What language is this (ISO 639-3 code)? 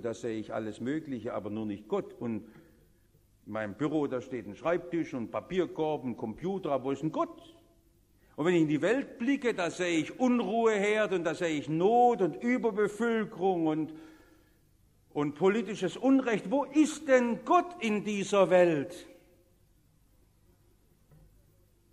deu